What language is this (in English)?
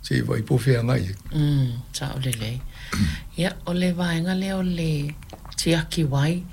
Samoan